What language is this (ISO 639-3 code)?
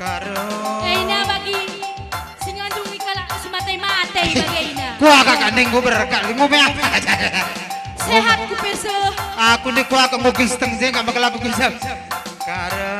btx